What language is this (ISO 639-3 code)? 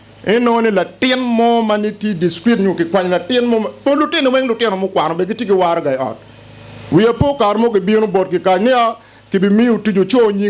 ach